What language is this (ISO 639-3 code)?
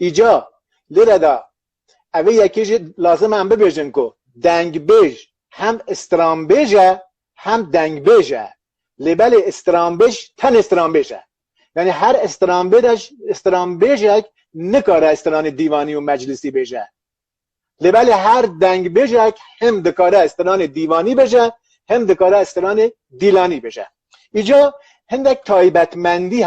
kur